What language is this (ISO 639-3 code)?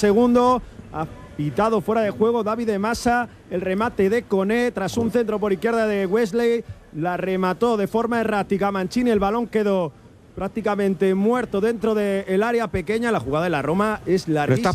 spa